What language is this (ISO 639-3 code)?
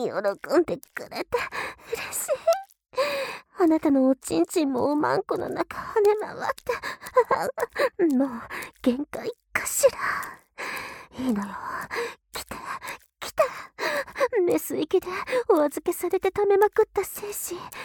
jpn